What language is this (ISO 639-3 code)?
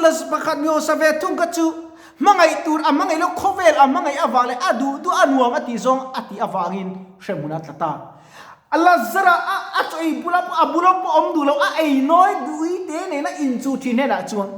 lus